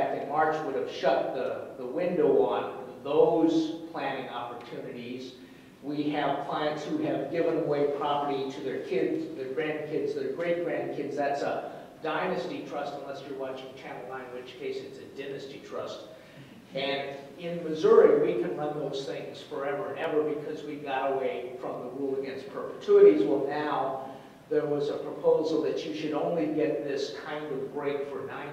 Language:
English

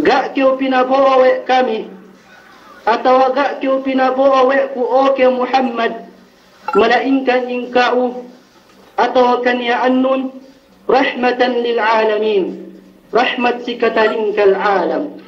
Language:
Yakan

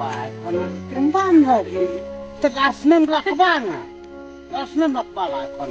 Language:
Khasi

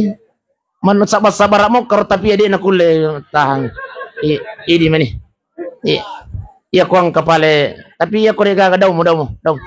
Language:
Buginese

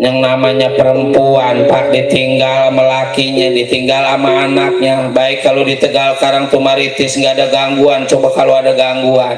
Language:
Betawi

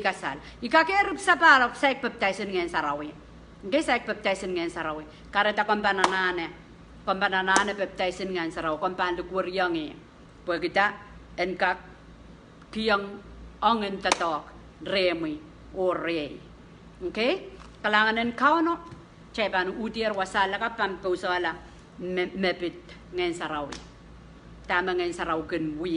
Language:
Pohnpeian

